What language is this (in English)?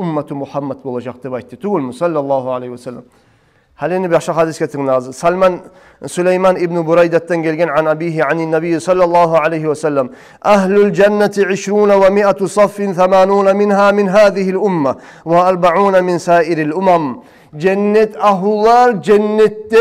Kumyk